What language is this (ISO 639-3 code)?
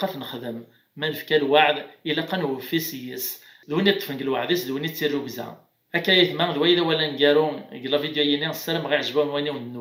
kab